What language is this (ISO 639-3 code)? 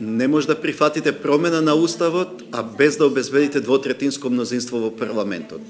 mkd